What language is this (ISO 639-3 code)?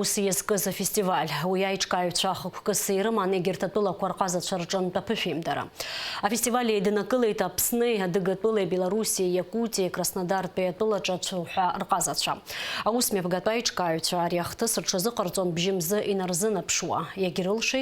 abk